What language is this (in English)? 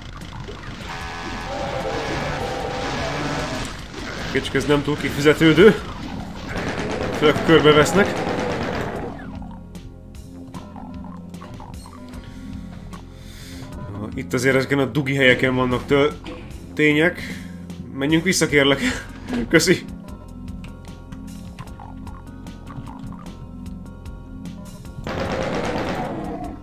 Hungarian